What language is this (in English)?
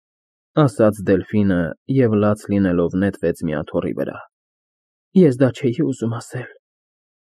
Armenian